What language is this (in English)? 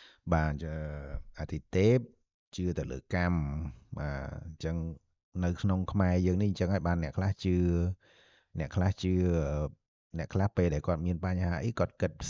Khmer